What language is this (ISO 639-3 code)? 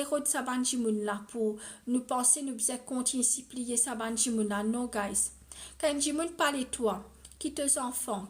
mfe